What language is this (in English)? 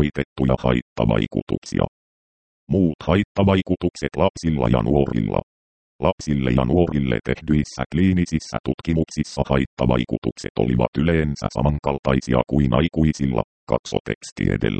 Finnish